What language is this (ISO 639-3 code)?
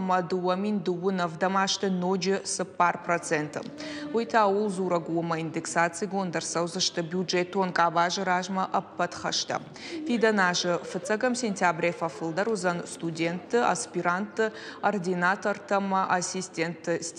oss